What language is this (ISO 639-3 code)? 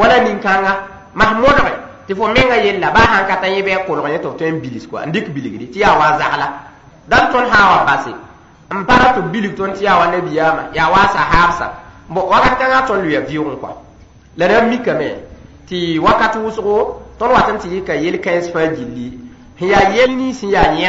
mos